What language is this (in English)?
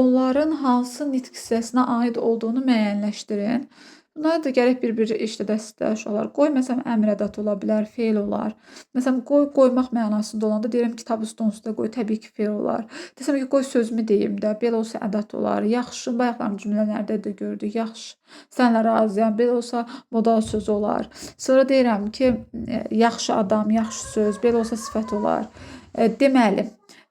Azerbaijani